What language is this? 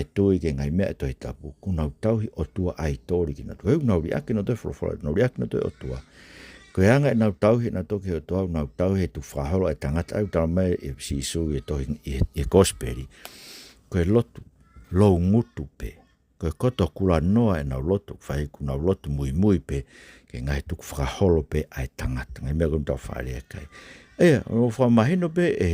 Tongan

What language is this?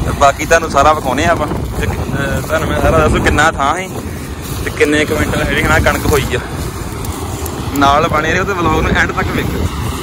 Punjabi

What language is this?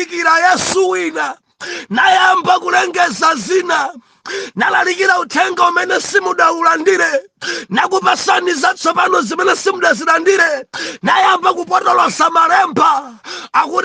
Nyanja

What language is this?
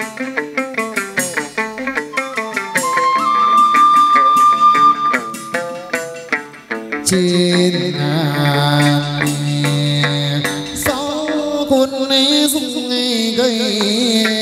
Vietnamese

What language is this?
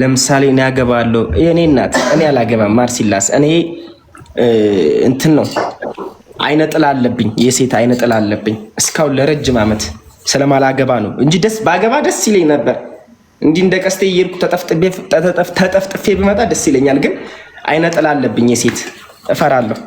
Amharic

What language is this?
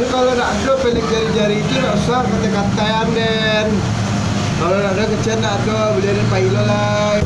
Minangkabau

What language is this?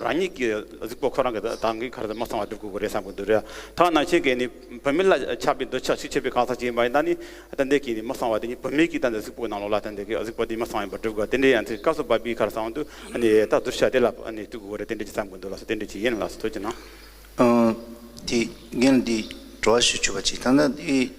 Tibetan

